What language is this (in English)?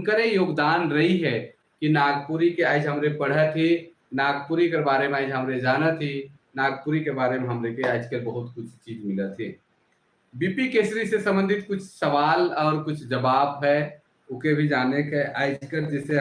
Sadri